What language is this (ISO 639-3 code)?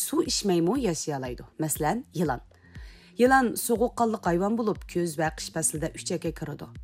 uig